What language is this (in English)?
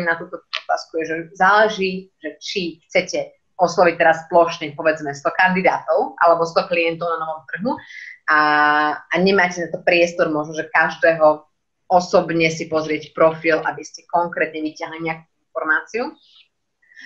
Slovak